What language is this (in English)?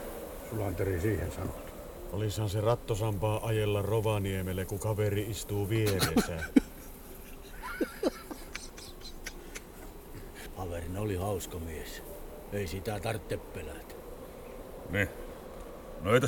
Finnish